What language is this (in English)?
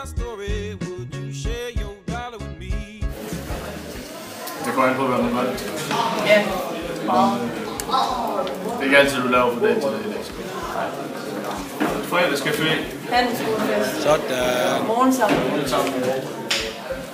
Danish